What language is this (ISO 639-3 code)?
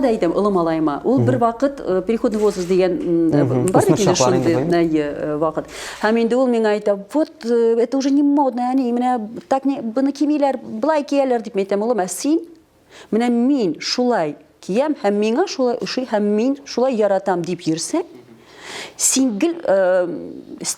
tat